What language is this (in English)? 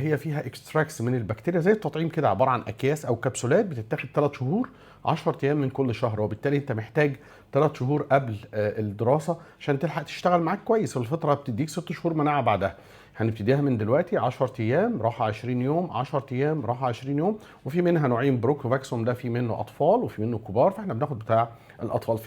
Egyptian Arabic